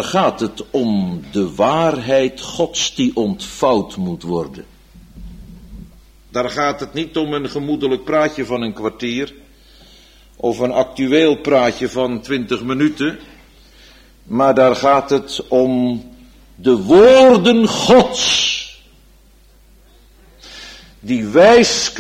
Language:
Dutch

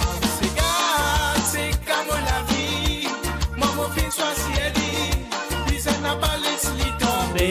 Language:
Morisyen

